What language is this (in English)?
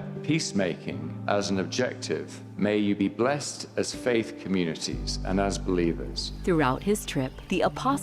Tahitian